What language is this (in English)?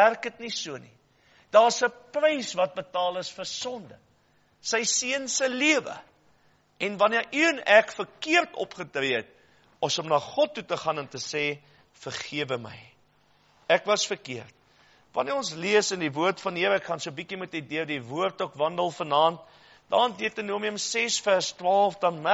Afrikaans